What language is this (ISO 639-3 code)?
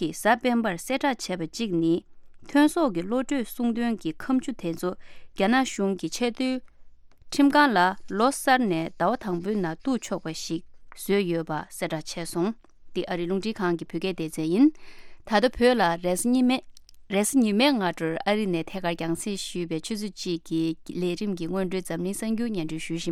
bod